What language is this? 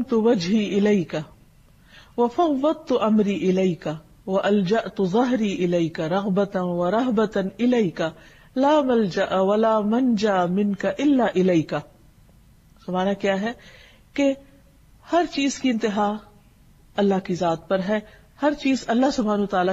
Urdu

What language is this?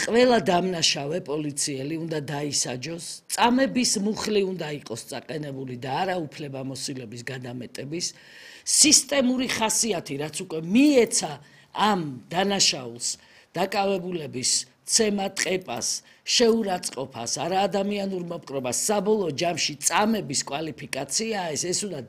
Georgian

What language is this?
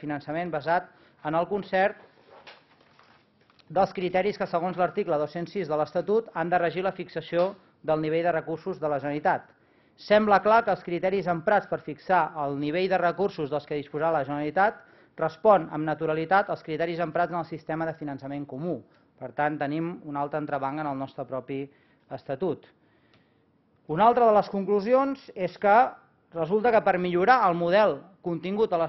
Catalan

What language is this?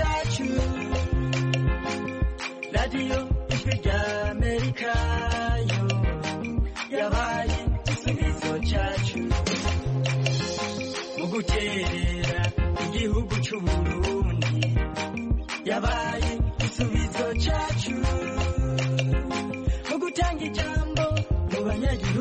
Kinyarwanda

